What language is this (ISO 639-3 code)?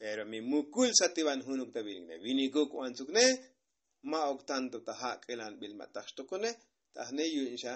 tzo